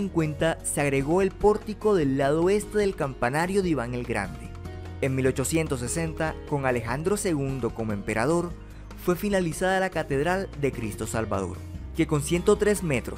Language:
Spanish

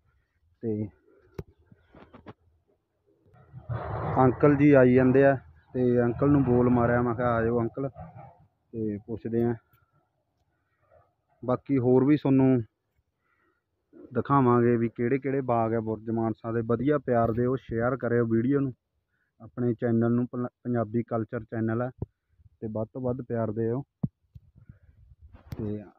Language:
Punjabi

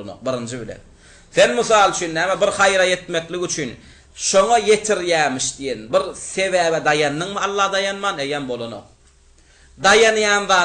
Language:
Turkmen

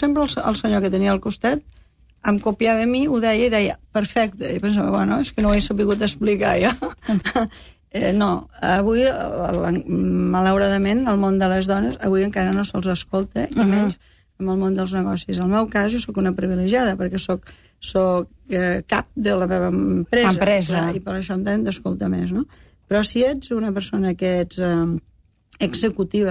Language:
Catalan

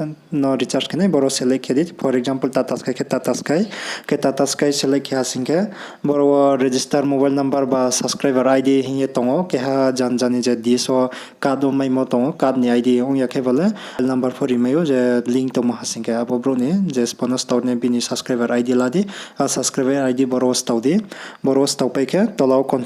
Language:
Riang (India)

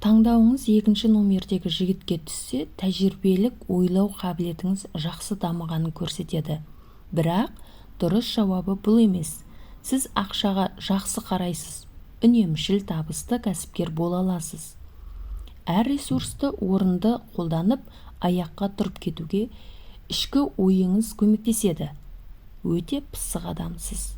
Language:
Kazakh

